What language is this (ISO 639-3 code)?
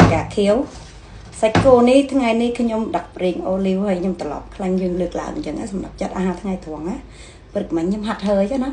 khm